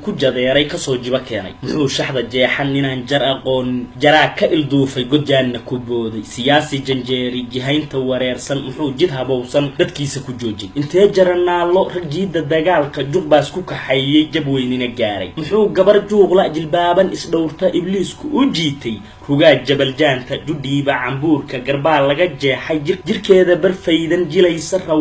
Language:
Somali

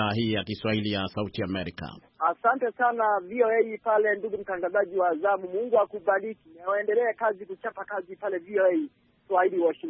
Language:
Swahili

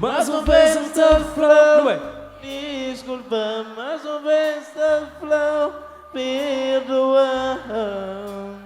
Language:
Kabuverdianu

